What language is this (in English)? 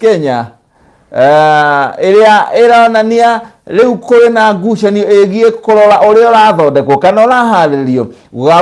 Kikuyu